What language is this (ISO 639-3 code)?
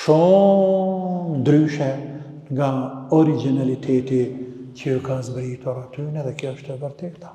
sqi